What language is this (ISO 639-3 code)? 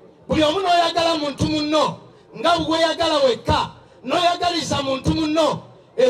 lug